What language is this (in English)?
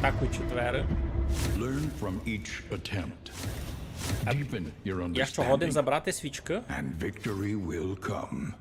Rusyn